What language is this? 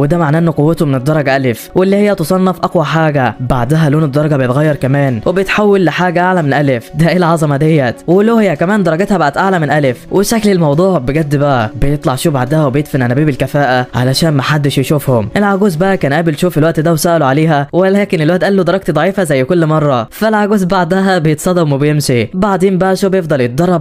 Egyptian Arabic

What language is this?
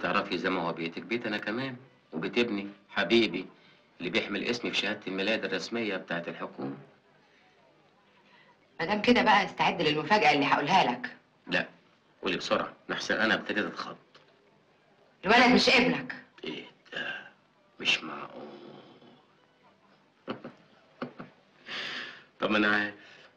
Egyptian Arabic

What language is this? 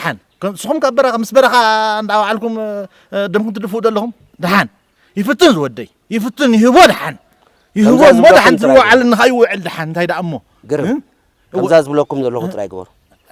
Tigrinya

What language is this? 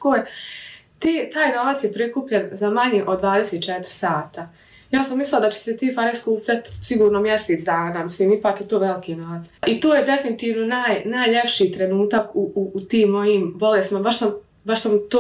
Bosnian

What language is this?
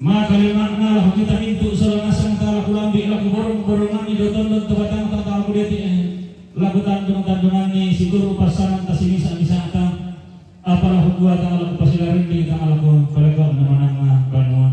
Toraja-Sa'dan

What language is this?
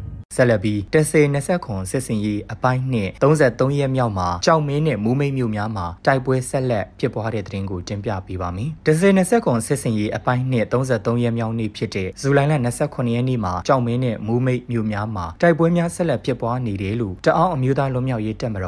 Burmese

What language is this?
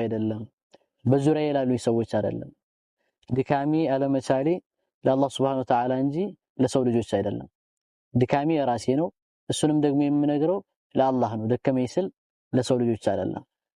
Amharic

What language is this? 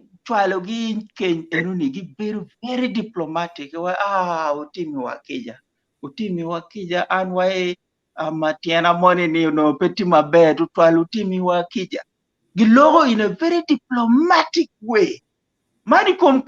Acoli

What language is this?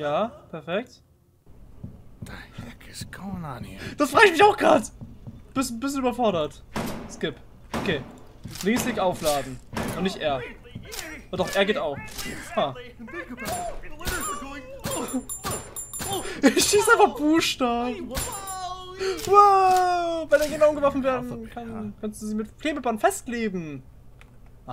German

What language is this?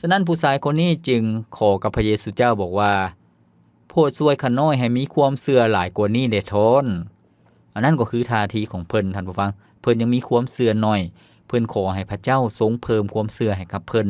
Lao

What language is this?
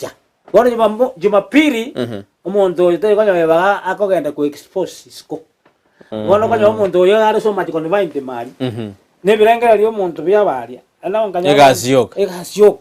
Gusii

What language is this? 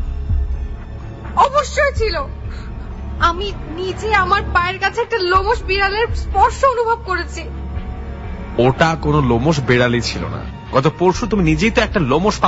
Bangla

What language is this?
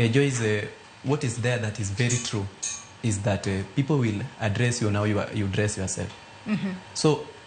Luo (Kenya and Tanzania)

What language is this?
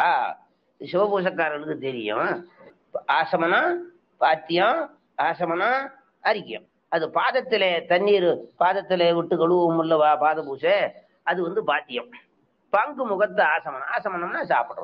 Tamil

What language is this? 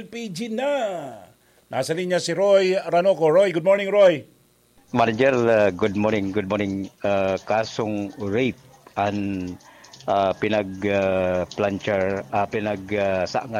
Bikol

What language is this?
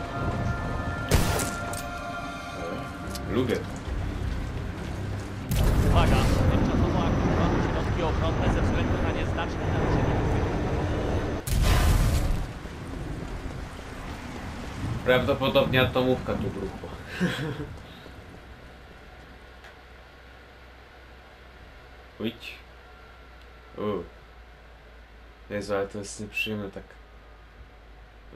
Polish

